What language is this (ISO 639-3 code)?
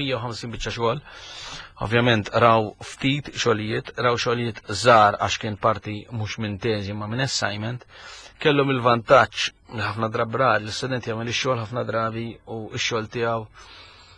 mlt